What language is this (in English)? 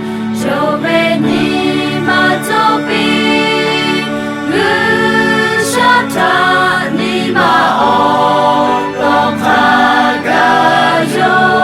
Lahu